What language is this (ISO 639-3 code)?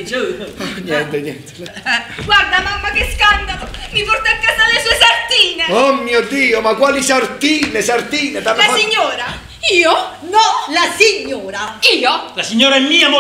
ita